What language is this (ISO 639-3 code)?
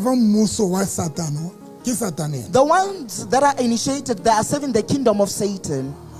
sot